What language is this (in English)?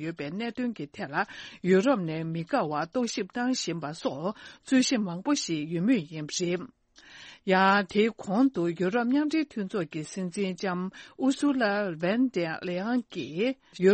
Tibetan